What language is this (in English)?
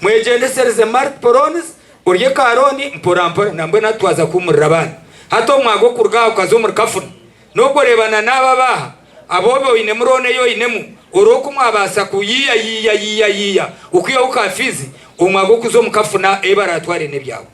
Nyankole